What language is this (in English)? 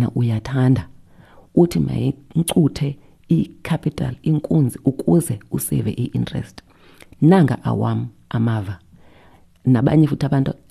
Xhosa